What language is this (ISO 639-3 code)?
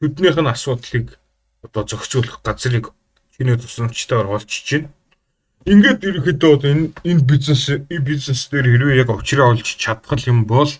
mon